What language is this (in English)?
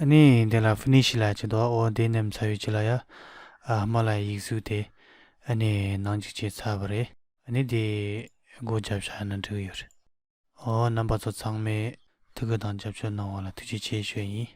Tibetan